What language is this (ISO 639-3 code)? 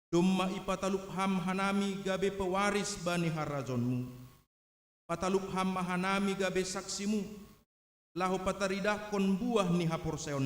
bts